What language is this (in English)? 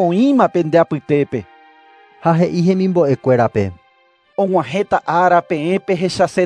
Guarani